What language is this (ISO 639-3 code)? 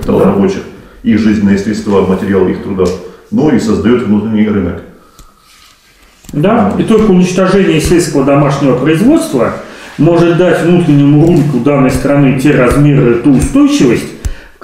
rus